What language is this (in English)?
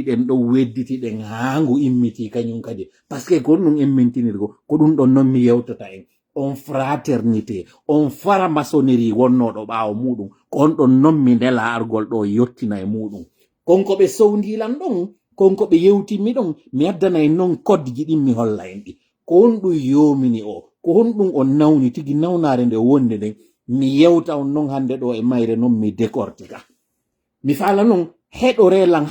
Pular